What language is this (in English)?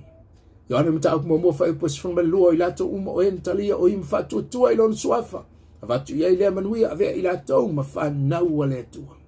Samoan